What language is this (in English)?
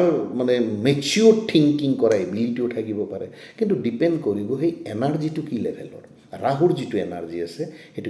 Assamese